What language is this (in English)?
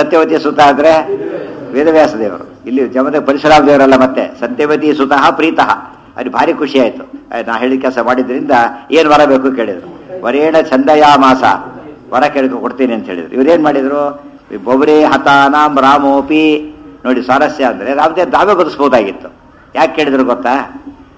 Kannada